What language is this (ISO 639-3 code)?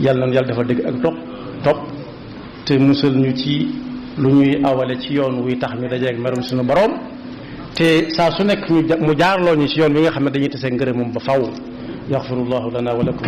wol